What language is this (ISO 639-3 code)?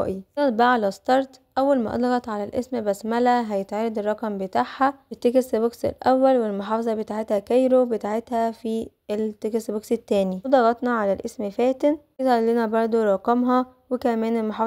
arz